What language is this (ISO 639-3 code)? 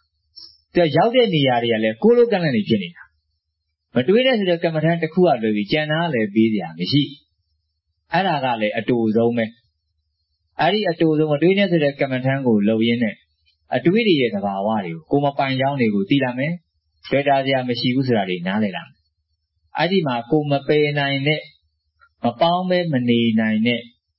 mya